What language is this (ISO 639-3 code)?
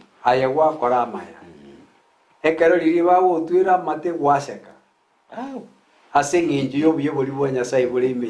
guz